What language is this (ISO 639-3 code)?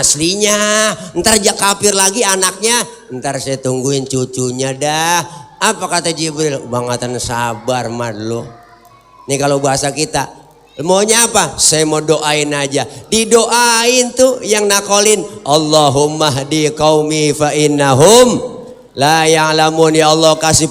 bew